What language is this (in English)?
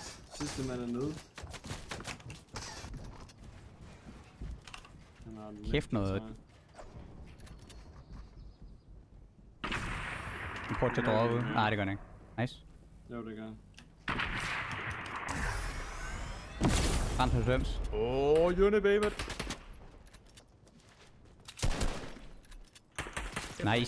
Danish